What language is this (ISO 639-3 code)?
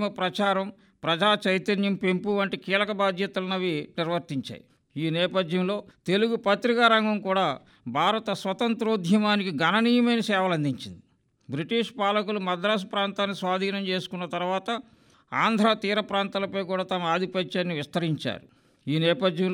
tel